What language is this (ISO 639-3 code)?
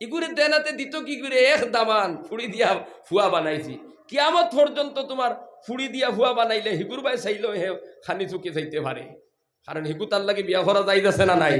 syl